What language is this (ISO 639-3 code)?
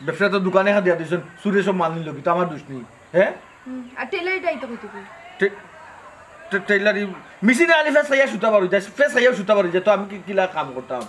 syl